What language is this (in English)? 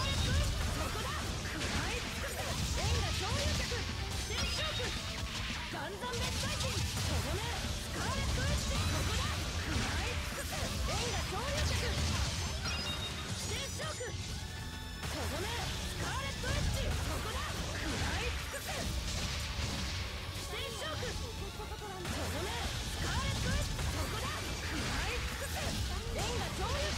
Japanese